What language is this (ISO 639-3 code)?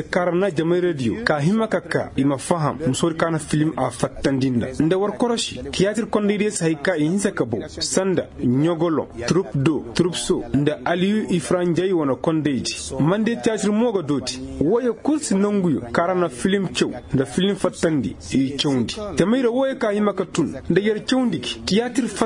ses